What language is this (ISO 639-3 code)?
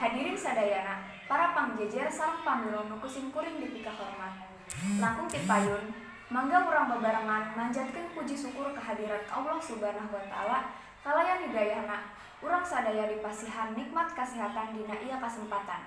sun